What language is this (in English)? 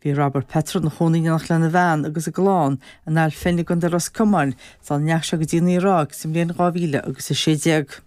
Irish